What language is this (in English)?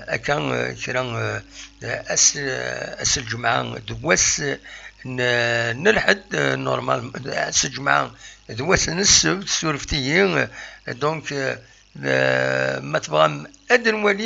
Kabyle